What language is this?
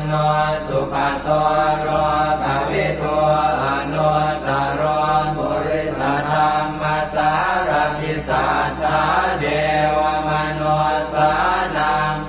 Pali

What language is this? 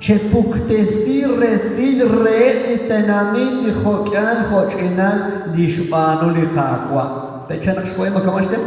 Kekchí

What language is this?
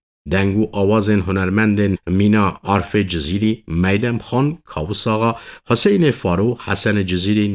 Kurdish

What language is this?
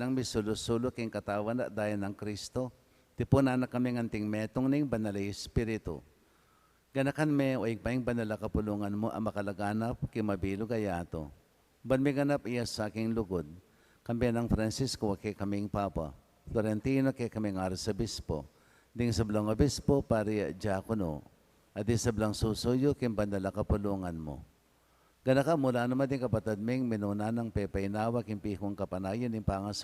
Pampanga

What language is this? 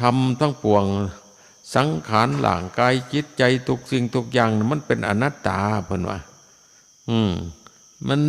Northeastern Thai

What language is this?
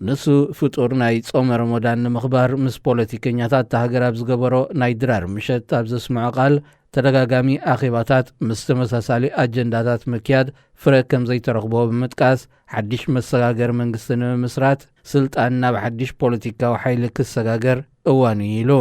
Tigrinya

